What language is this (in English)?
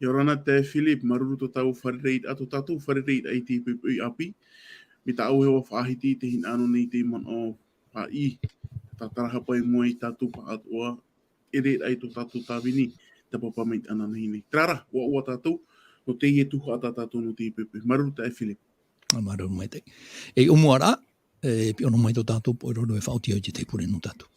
Tahitian